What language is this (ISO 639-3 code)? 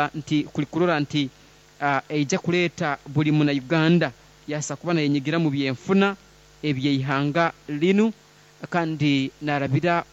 nyn